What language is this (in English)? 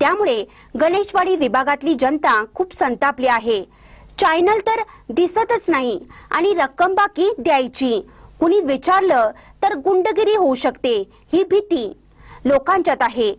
Marathi